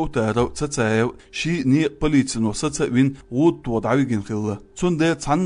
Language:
Chechen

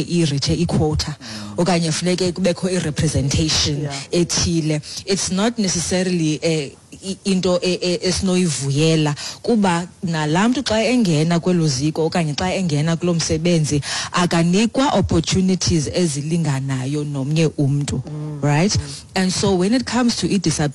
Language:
Xhosa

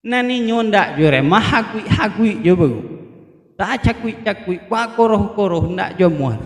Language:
Minangkabau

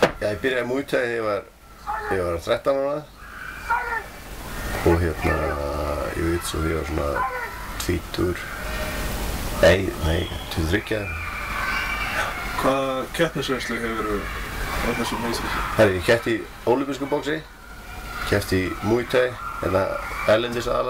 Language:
Icelandic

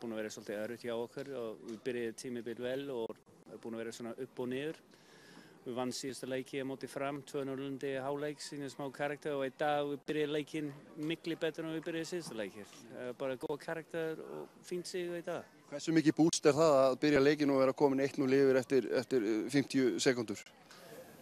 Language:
Icelandic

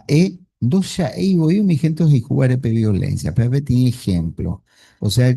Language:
Guarani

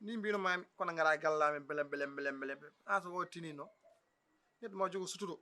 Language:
Fula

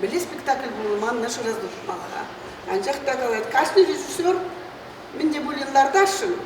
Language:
Chuvash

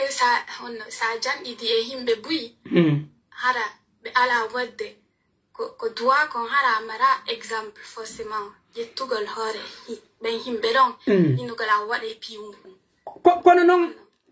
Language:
Pular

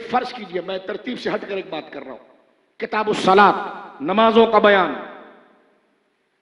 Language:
Urdu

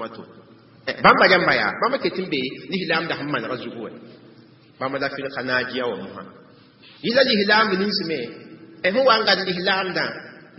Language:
Mossi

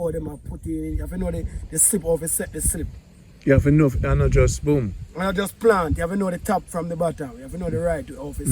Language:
Jamaican Creole English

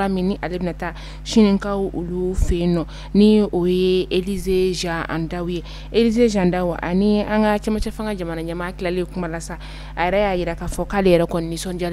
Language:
Bambara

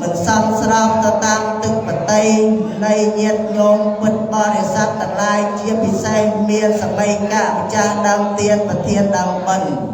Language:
Khmer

